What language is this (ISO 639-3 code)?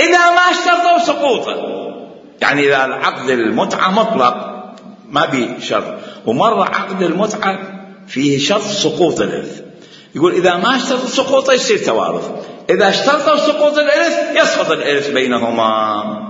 acm